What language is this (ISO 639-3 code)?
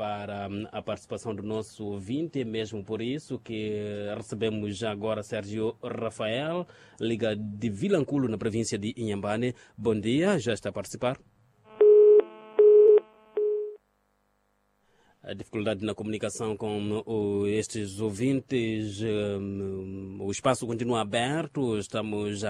por